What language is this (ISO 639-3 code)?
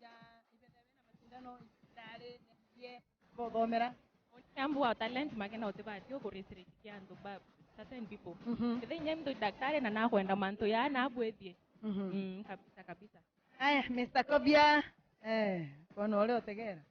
mer